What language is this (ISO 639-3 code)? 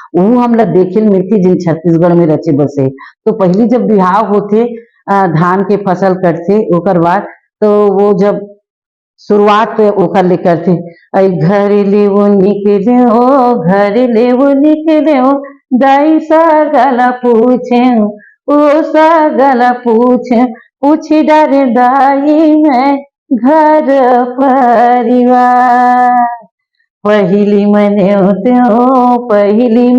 hne